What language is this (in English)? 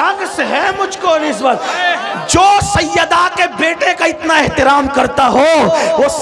Urdu